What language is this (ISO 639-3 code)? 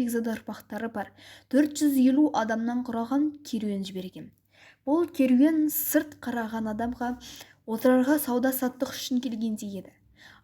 kaz